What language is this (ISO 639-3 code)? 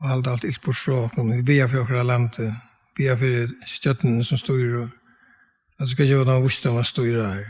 fao